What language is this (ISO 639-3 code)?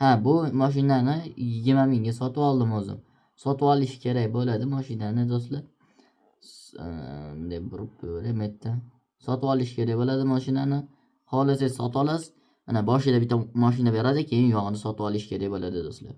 uzb